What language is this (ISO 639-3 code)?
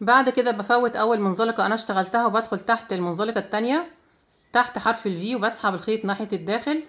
arz